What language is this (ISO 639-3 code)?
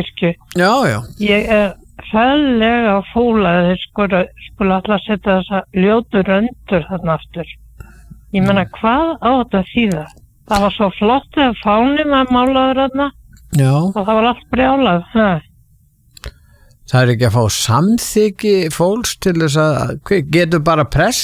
isl